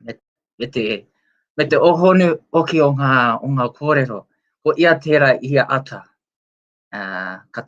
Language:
Māori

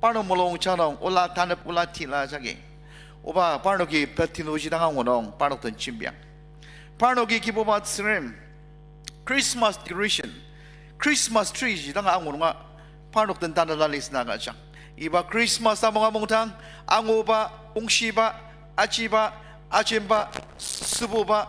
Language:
Ao Naga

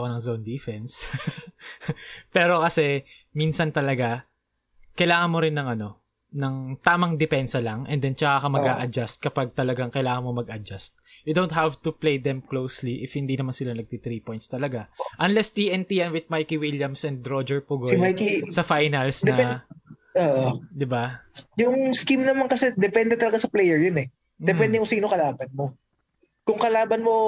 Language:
Filipino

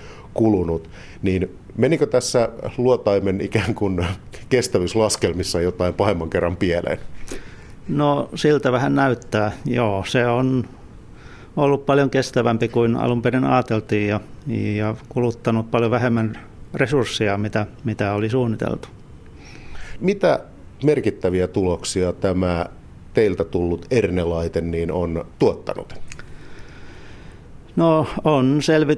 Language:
Finnish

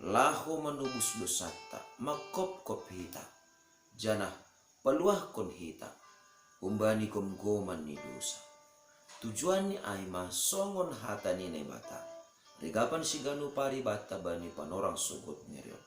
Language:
Batak Simalungun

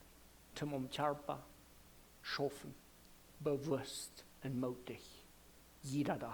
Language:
Plautdietsch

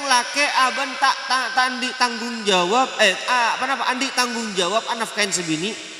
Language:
Madurese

